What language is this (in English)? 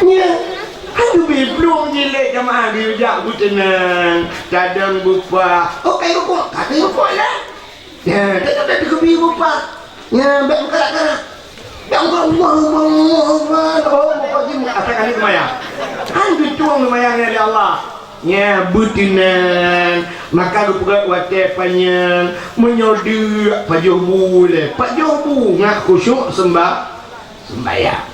Achinese